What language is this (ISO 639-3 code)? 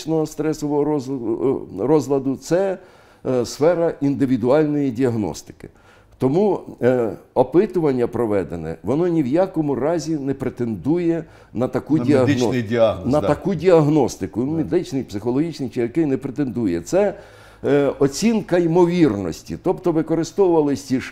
ukr